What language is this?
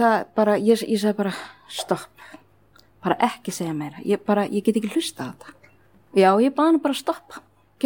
Icelandic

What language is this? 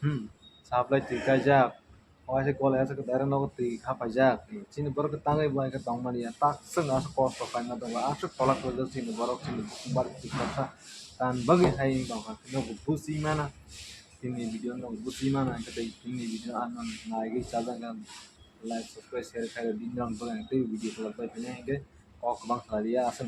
Kok Borok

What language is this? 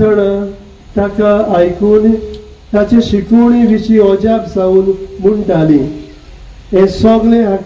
Konkani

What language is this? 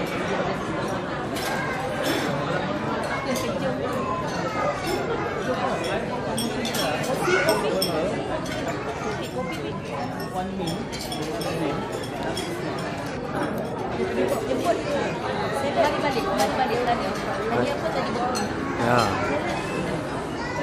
Malay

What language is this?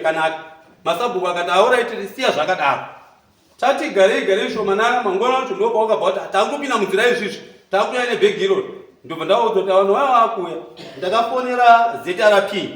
Shona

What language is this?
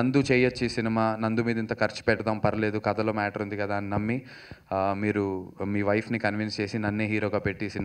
Telugu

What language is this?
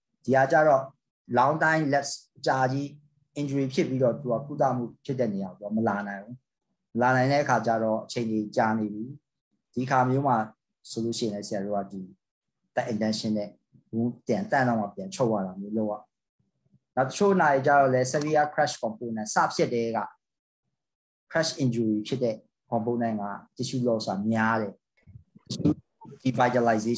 Burmese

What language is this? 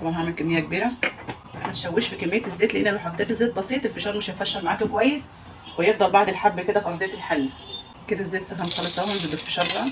Egyptian Arabic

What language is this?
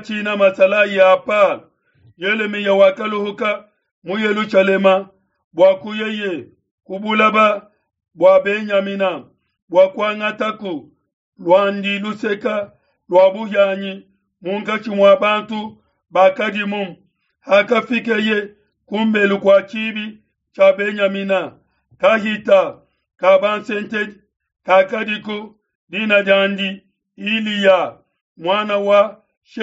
Luba-Lulua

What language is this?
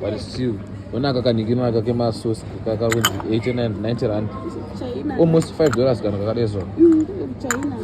Shona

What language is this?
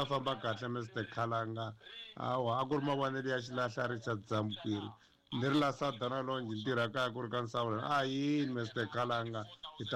Tsonga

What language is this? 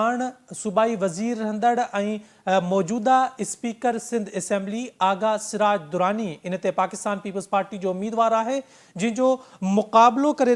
Sindhi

